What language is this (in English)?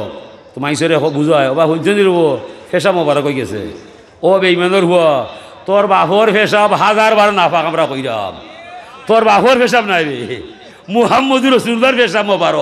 Sylheti